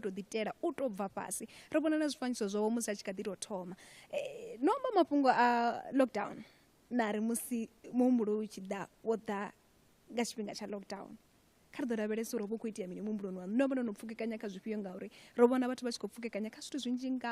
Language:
Venda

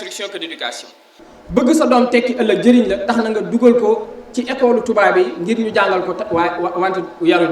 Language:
Wolof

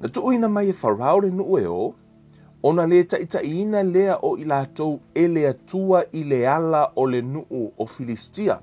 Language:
Samoan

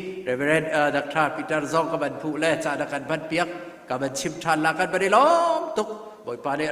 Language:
Hakha Chin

